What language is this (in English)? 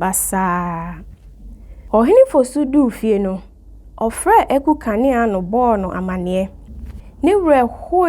Akan